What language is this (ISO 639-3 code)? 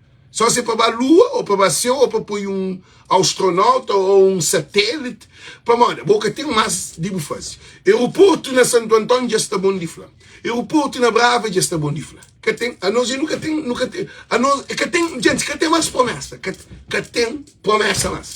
kea